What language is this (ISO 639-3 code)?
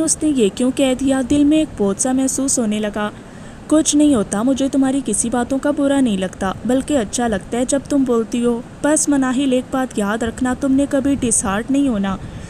urd